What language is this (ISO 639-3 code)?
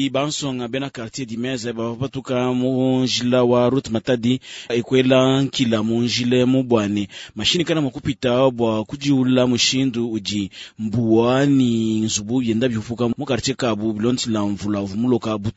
lua